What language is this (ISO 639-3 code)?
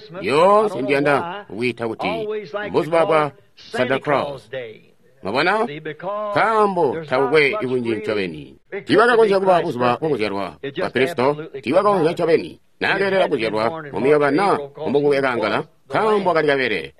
toi